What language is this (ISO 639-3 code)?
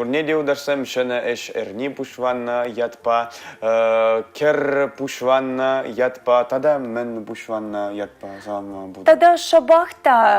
chv